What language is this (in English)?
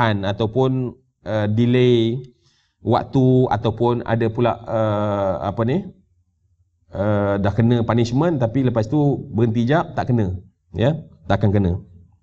Malay